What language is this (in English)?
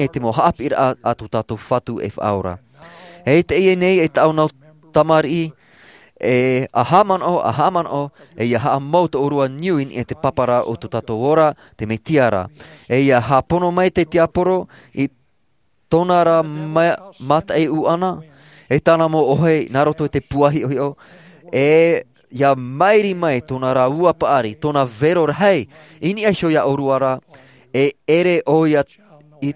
Tahitian